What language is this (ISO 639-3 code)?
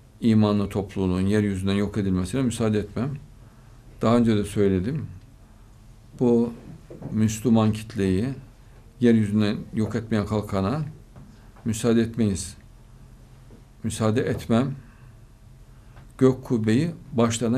tur